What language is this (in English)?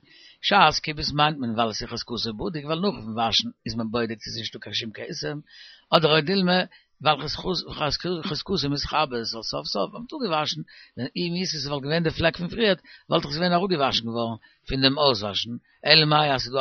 Yiddish